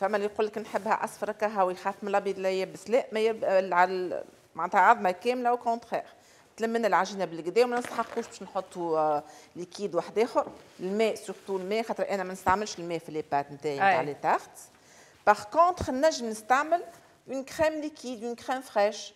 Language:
Tunisian Arabic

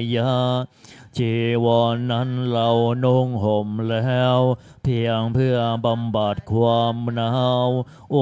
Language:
Thai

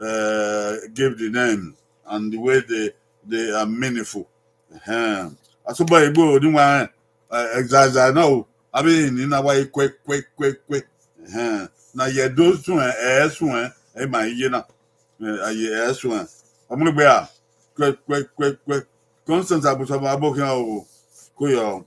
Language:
Bini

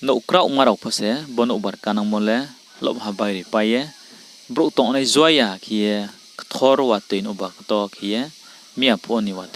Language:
Riang (India)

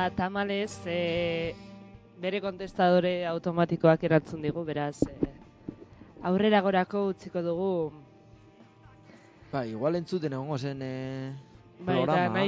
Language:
Basque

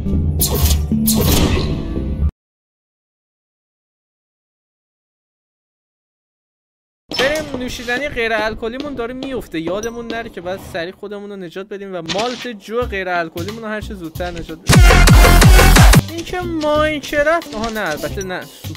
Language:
Persian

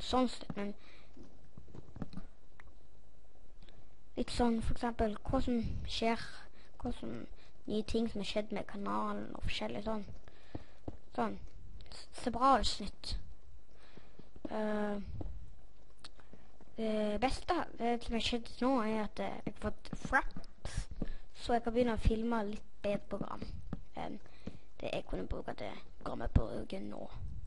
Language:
Norwegian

